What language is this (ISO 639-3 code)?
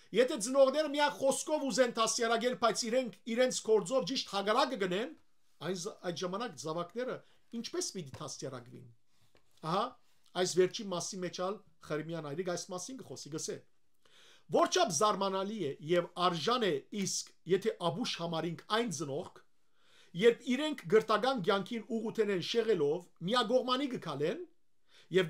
hyw